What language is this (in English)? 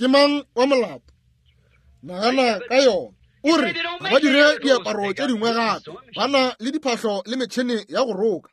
Northern Sotho